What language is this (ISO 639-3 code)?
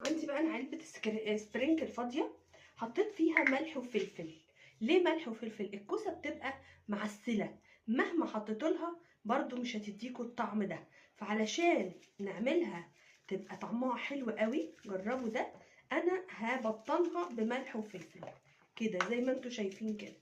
arz